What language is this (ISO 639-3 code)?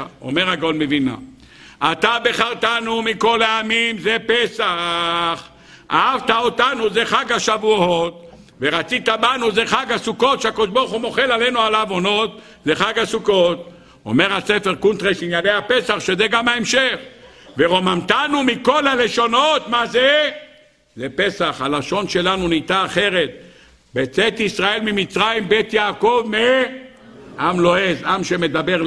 heb